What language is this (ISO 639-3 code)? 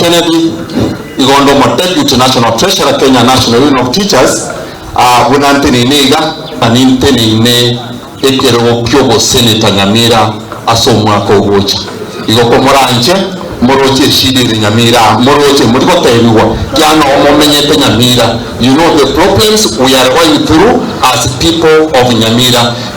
guz